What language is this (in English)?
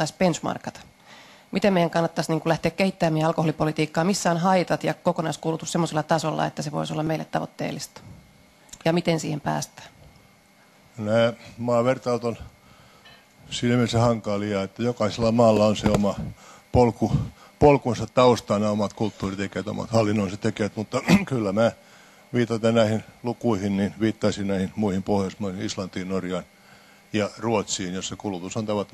Finnish